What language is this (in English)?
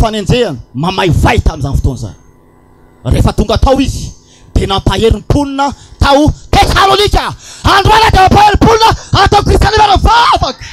Malagasy